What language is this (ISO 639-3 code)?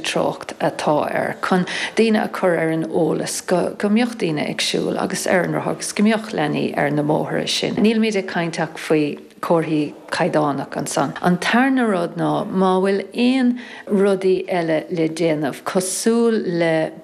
gle